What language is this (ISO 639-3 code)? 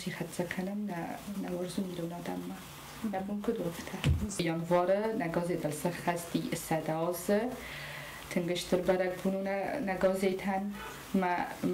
oss